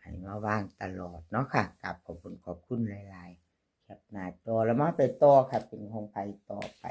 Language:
Northeastern Thai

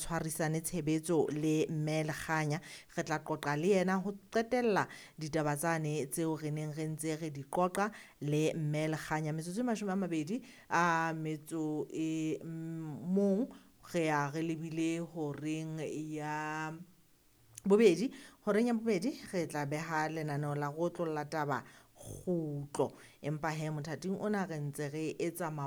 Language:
Southern Sotho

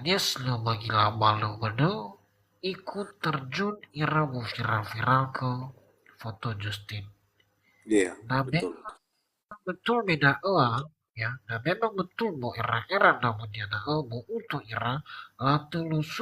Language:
Nias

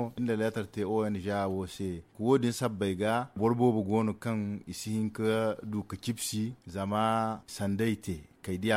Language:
Zarma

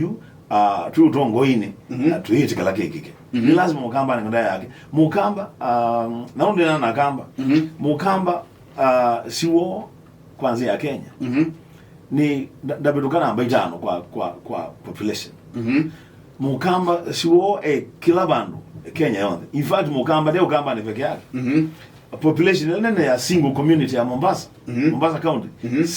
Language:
Kamba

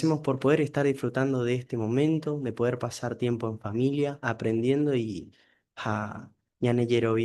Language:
Guarani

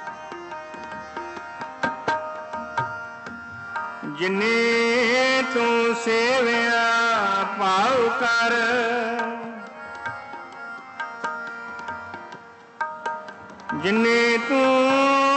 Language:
Punjabi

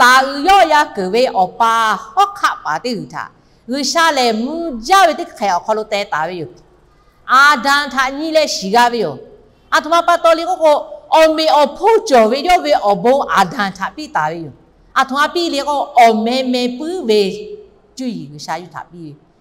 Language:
Lahu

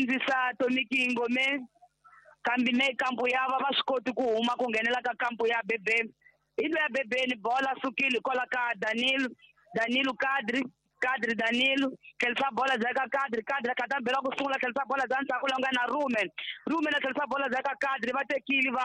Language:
Tsonga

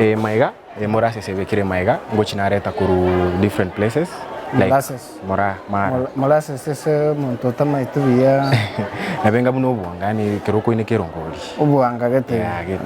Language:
Gusii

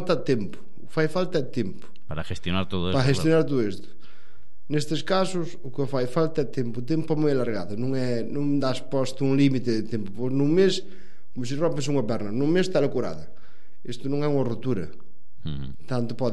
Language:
Galician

